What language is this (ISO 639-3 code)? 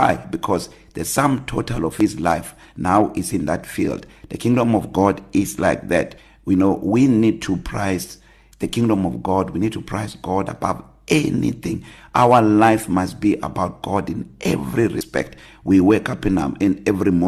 eng